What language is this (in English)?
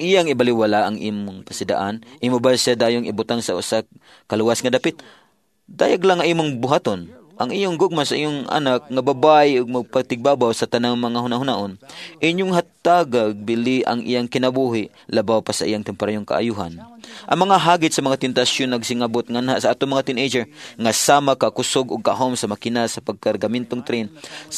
Cebuano